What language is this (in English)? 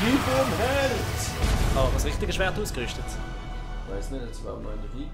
Swiss German